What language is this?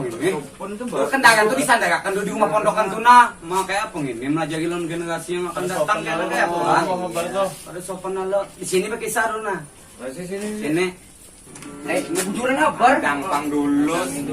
Banjar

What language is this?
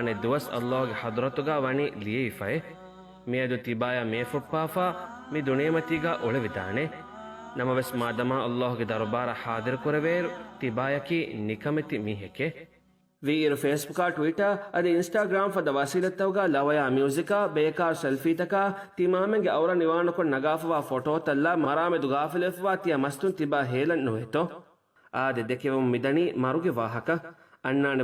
Divehi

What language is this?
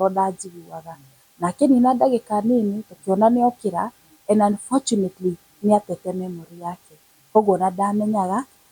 Kikuyu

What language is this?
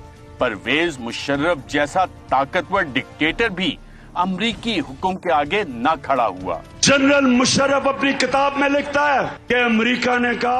Urdu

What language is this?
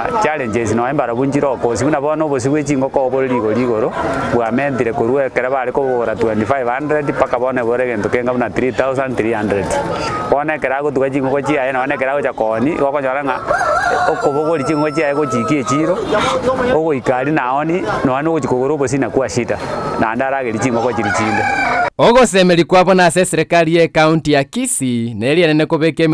Gusii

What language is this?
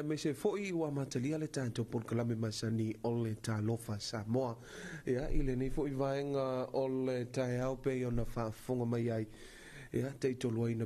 Samoan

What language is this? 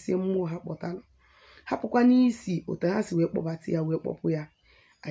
Igbo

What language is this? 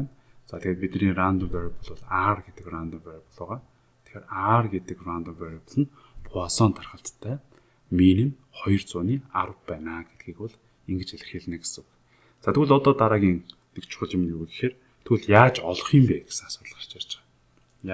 Mongolian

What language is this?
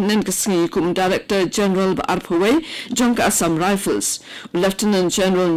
Khasi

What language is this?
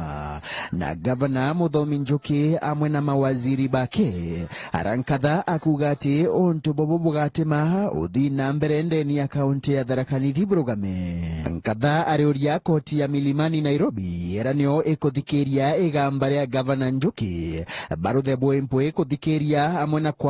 Meru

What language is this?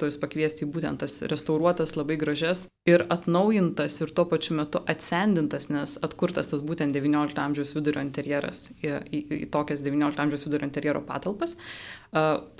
Lithuanian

